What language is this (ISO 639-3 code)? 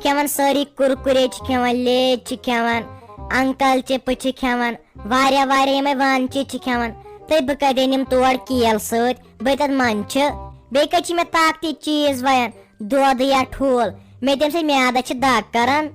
kas